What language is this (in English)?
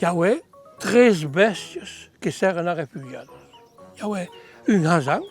Occitan